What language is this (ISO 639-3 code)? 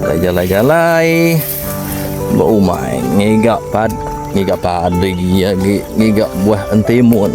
iba